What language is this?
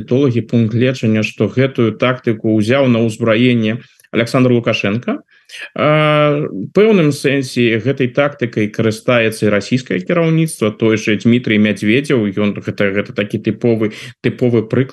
Belarusian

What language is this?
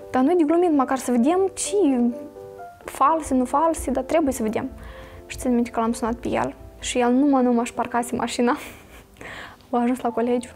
Romanian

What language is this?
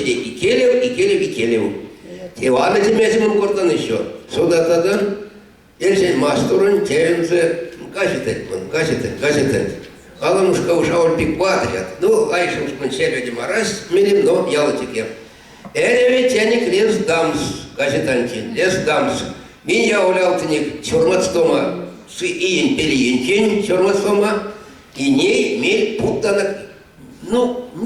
Erzya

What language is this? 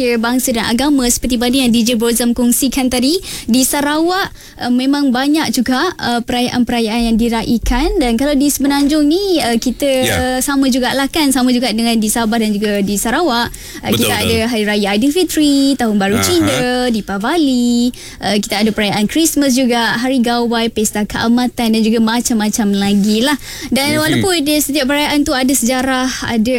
Malay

